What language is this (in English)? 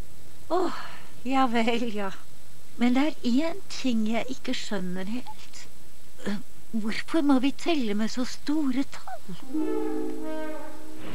Norwegian